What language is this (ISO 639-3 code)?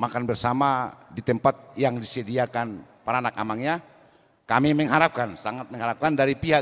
bbc